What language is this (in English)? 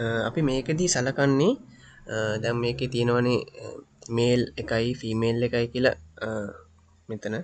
Sinhala